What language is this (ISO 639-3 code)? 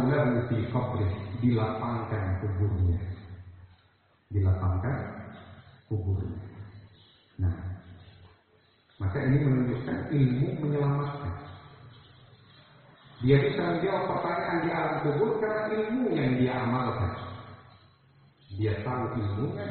ind